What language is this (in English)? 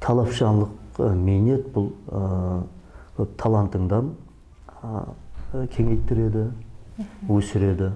Kara-Kalpak